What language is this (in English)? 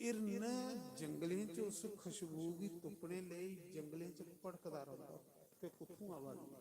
Dogri